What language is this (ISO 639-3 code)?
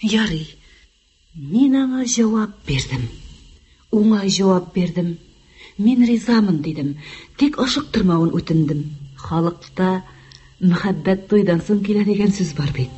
tat